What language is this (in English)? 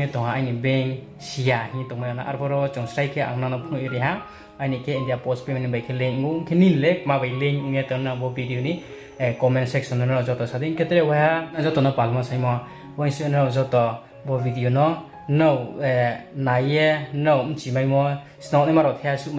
Riang (India)